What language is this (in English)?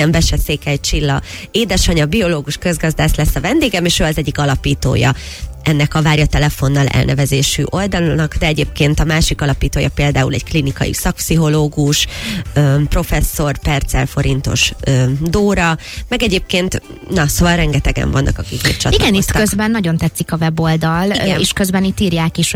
Hungarian